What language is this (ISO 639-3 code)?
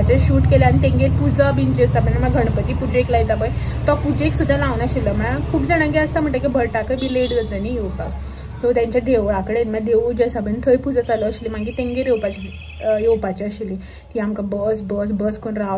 kok